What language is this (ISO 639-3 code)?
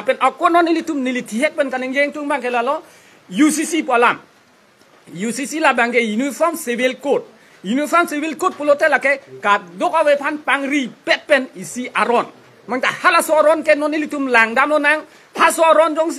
mjw